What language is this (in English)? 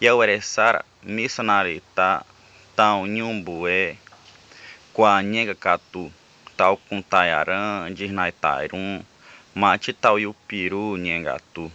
Nheengatu